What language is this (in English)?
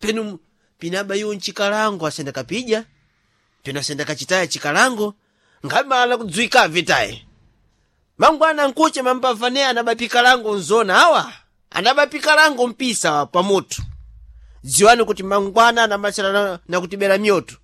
Sena